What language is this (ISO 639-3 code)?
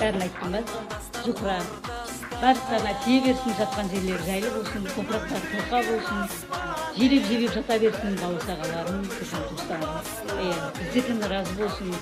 kaa